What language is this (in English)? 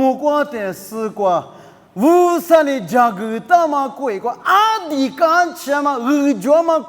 Lisu